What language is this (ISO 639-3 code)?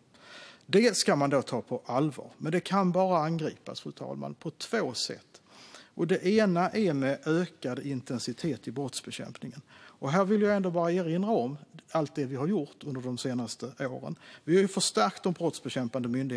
swe